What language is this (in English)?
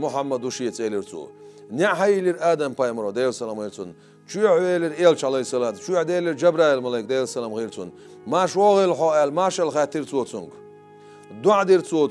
Chechen